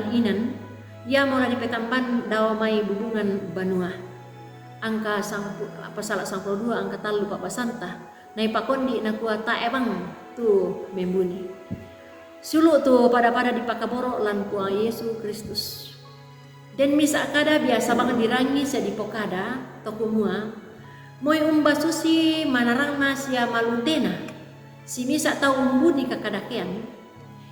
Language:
Toraja-Sa'dan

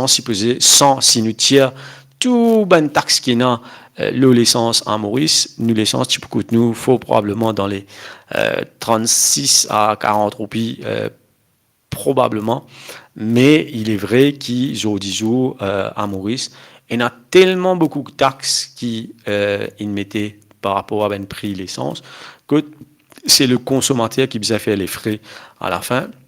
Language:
Morisyen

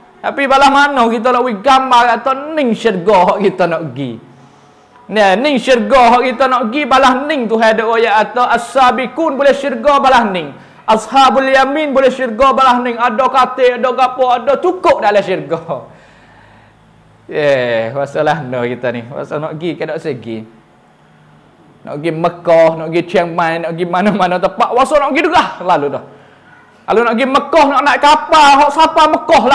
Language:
Pattani Malay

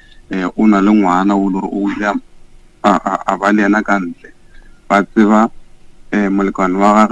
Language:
Northern Sotho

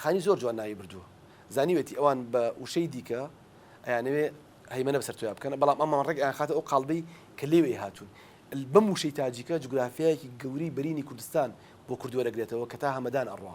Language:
Central Kurdish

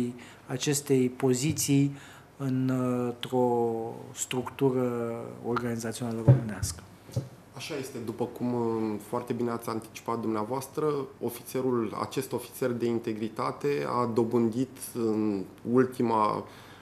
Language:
Romanian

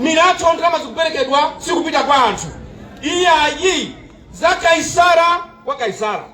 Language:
Nyanja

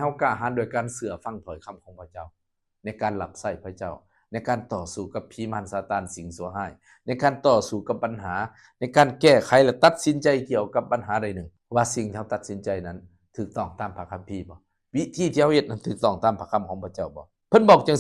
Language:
Lao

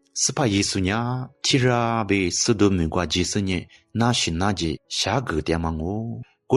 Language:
Lisu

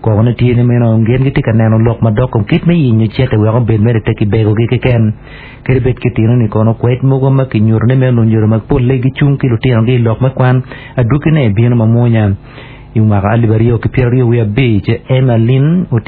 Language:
Acoli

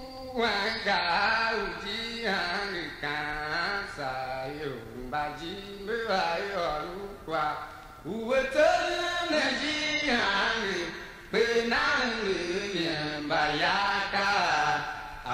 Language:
Tiv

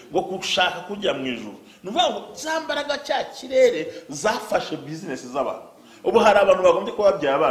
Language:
Kinyarwanda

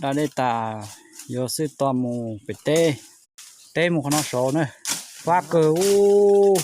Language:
Hmong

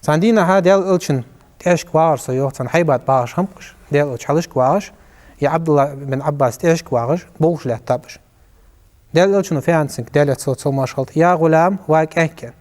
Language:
Ingush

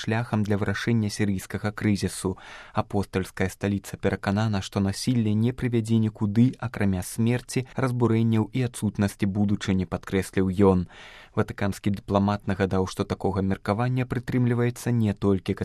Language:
Belarusian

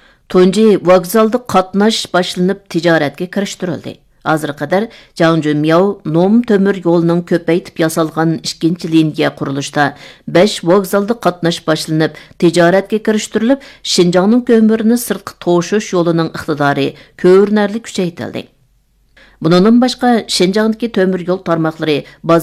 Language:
Uyghur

